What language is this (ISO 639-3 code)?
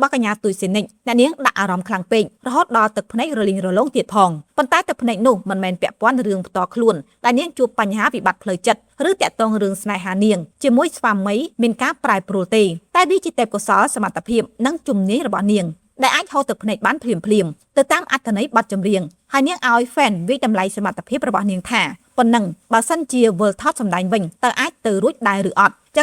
khm